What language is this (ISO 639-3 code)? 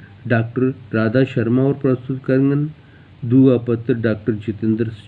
doi